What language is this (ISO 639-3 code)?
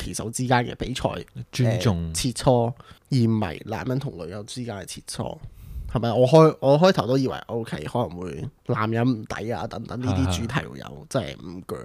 yue